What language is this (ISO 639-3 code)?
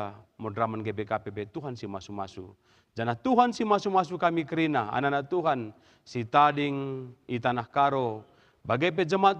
btx